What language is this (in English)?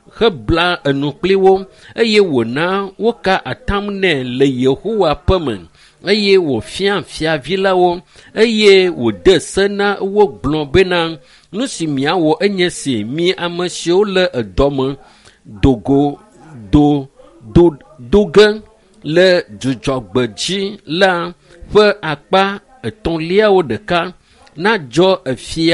Ewe